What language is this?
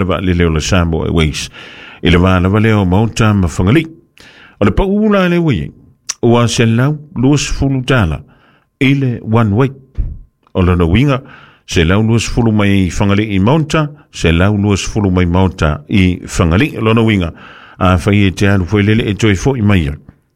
Samoan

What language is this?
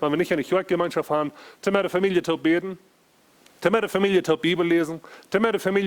Plautdietsch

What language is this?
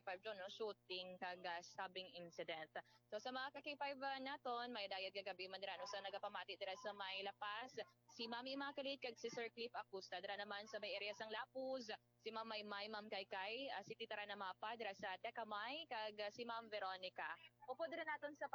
Hiligaynon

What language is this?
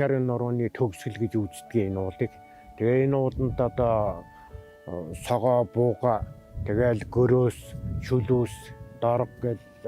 Mongolian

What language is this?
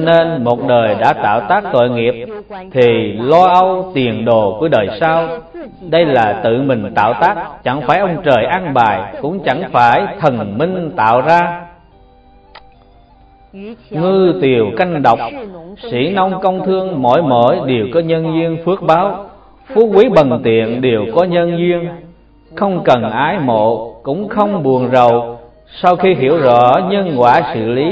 Vietnamese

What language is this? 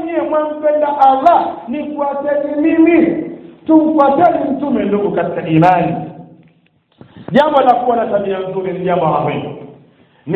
Swahili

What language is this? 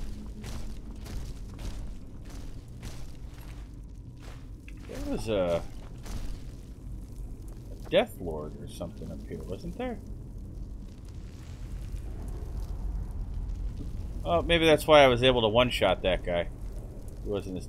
English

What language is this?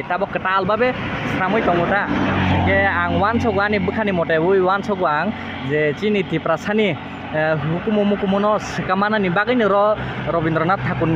Kok Borok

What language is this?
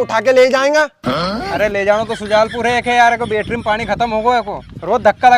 Rajasthani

